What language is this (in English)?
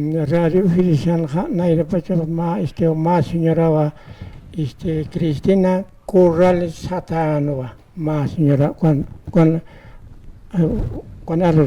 Aymara